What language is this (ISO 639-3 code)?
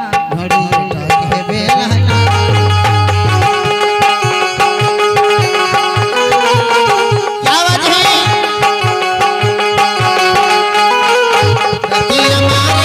bho